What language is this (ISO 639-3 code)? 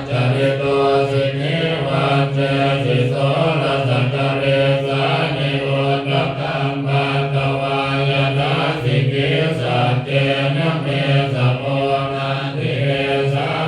pli